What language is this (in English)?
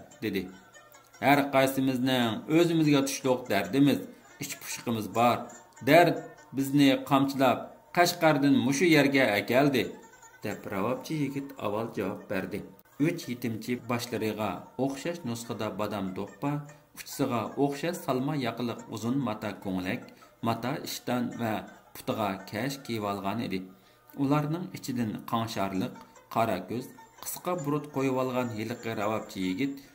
Uyghur